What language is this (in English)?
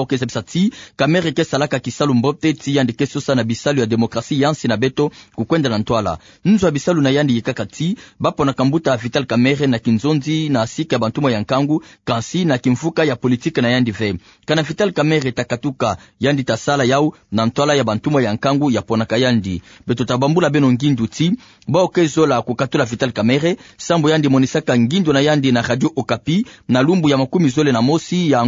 Kituba (Democratic Republic of Congo)